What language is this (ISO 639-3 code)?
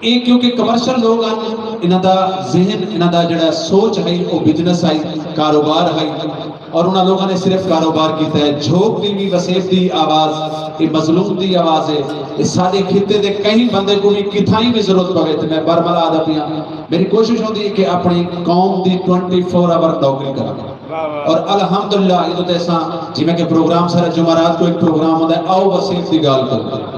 skr